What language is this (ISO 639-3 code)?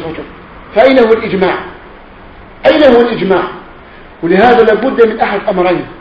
ara